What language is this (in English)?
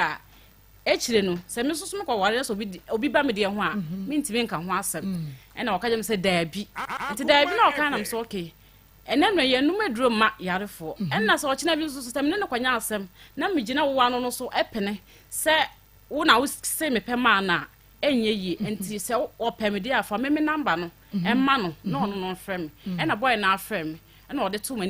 Akan